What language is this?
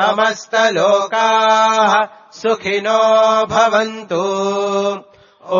Sanskrit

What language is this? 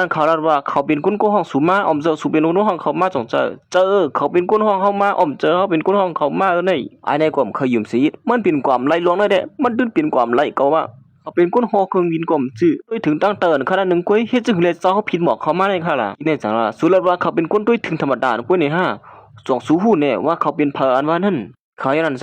Shan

